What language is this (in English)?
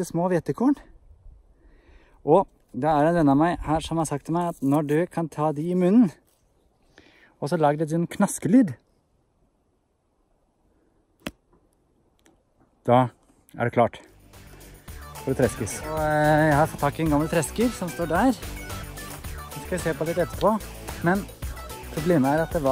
Norwegian